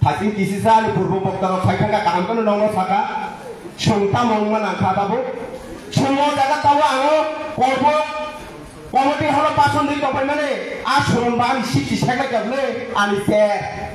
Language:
Kok Borok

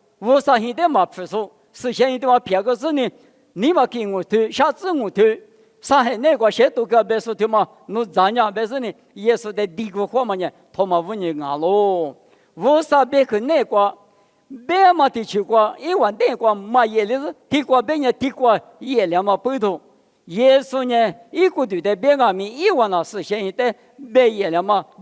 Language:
Lisu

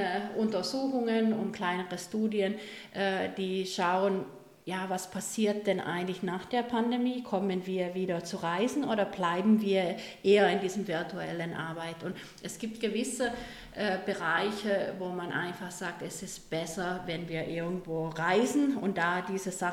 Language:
German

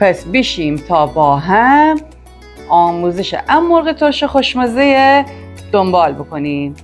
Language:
Gilaki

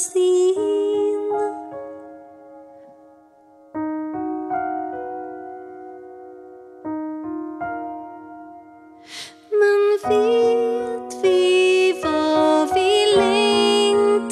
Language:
Swedish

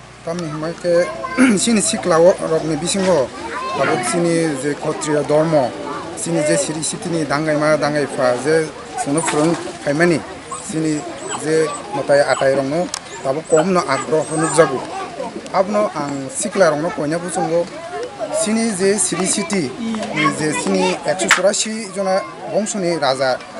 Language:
Kok Borok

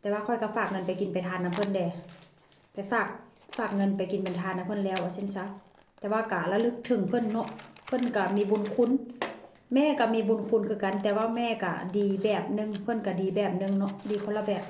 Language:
Northeastern Thai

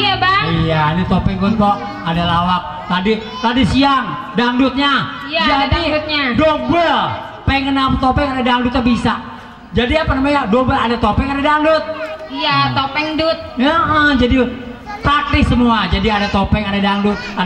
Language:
Betawi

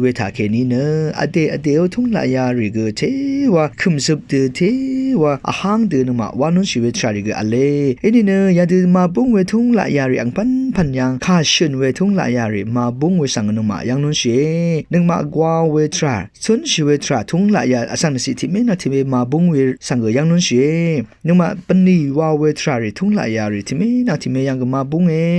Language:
Rawang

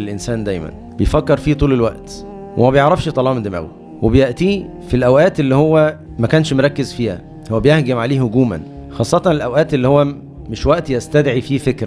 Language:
Egyptian Arabic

